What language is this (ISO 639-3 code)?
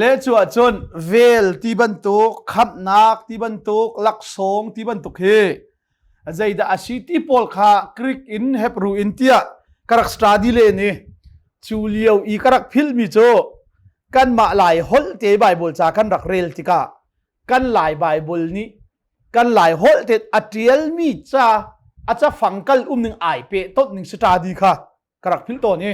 cnh